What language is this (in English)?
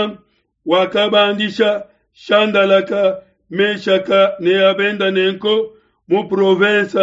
Luba-Lulua